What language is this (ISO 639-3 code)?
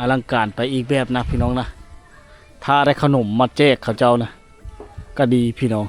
lao